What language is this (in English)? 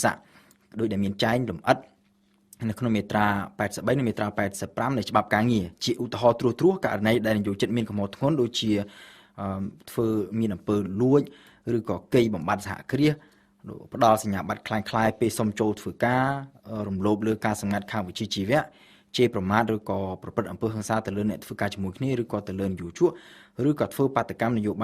Khmer